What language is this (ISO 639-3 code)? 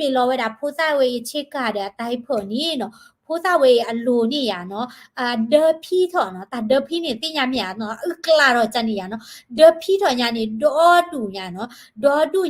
ksw